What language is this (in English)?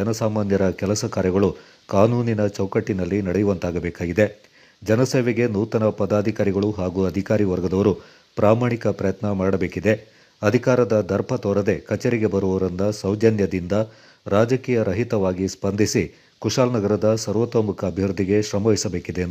Kannada